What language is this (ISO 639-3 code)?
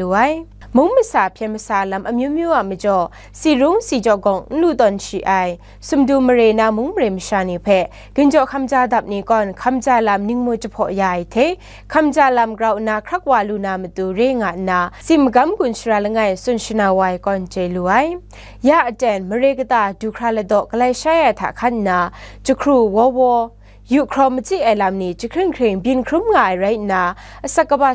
kac